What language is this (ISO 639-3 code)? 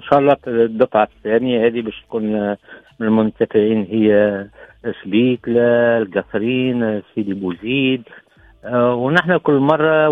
aeb